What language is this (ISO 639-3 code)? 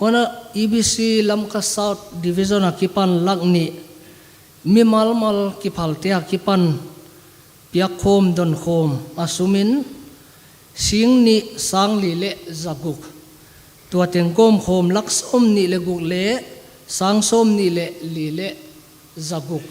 pck